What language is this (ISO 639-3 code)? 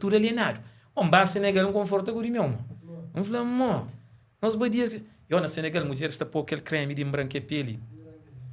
kea